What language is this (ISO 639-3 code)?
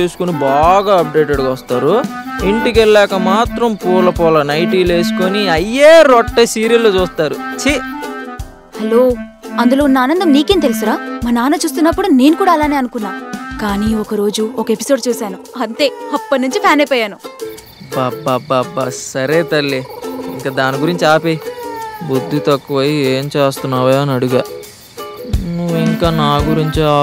tel